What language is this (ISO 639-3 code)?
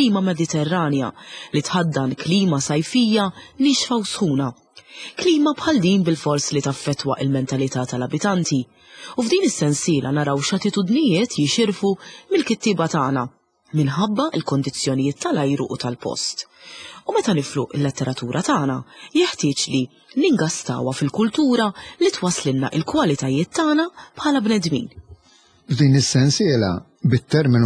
mlt